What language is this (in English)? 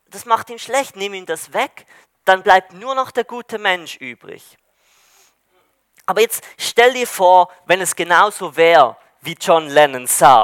German